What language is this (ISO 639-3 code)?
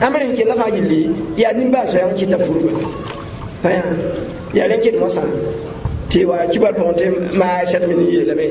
mos